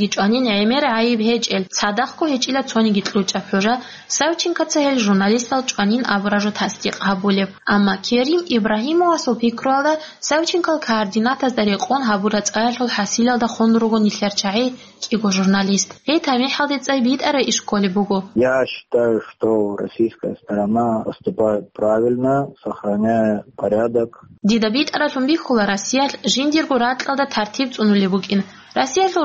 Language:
Avaric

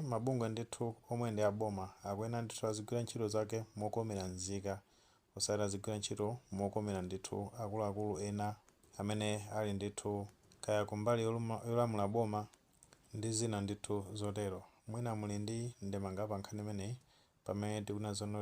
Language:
Nyanja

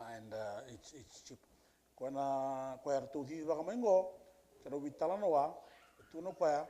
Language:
Fijian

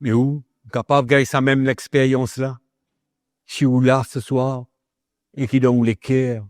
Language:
Morisyen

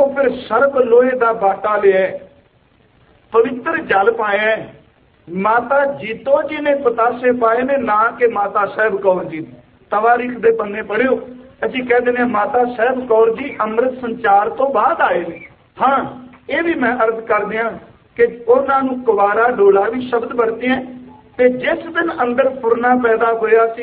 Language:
Punjabi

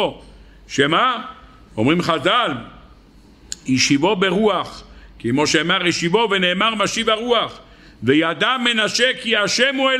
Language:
Hebrew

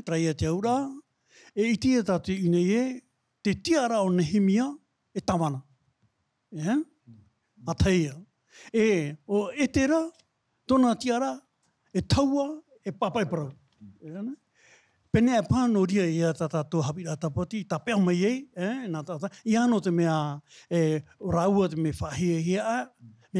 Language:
Tahitian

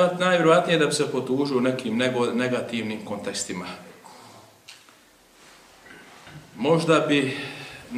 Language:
Bosnian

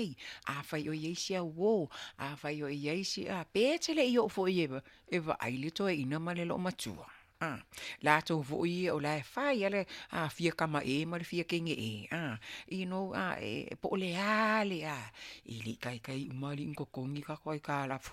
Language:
Samoan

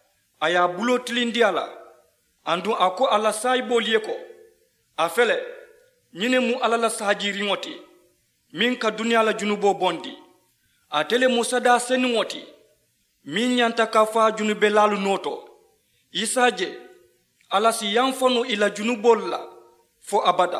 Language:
Mandingo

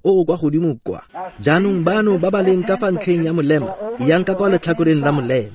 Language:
Tswana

